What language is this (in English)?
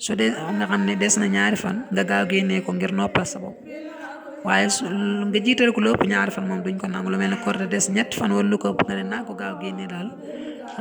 Wolof